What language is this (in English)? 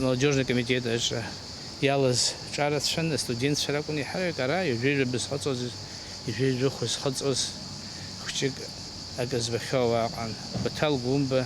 Abkhazian